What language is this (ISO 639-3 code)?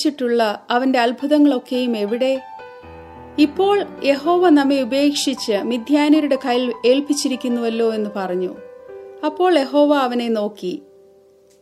mal